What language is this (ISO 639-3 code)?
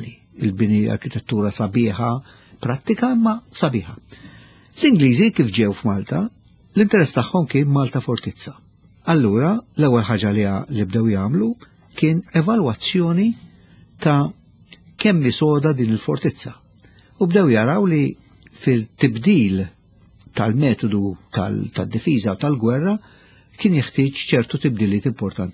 mlt